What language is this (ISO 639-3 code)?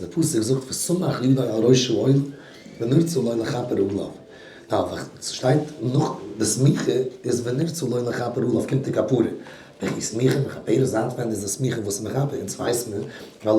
yid